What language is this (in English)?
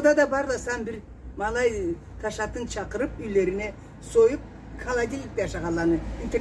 Karachay-Balkar